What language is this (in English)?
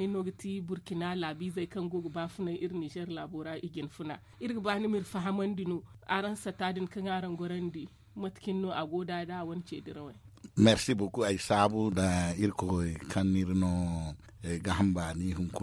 Zarma